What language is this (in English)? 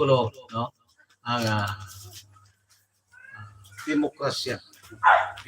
Hiligaynon